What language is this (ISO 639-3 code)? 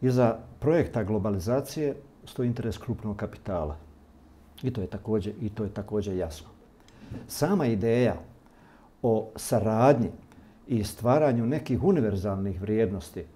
bos